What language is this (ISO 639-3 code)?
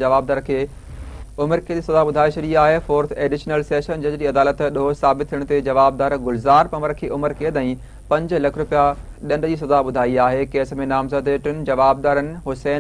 snd